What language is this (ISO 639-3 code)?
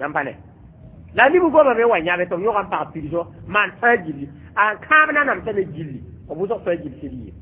mos